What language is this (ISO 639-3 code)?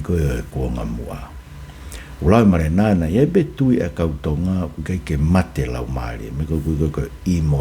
ton